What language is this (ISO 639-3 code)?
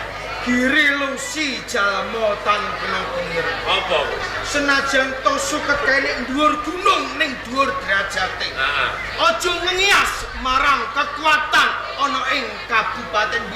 jav